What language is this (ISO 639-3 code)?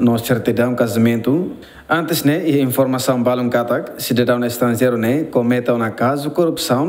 tet